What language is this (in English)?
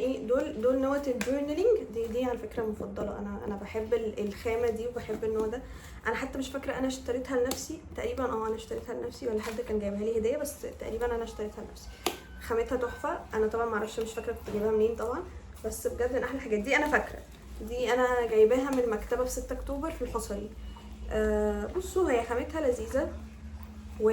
Egyptian Arabic